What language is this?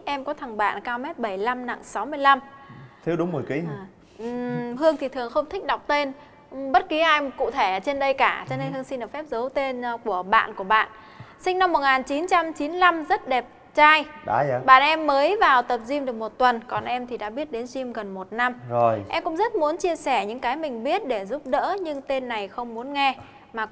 Vietnamese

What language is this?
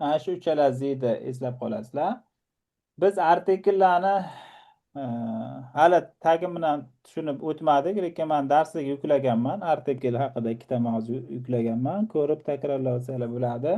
Uzbek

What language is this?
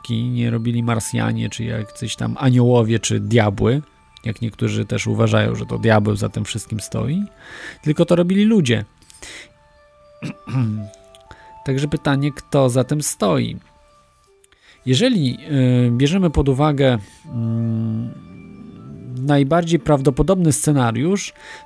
Polish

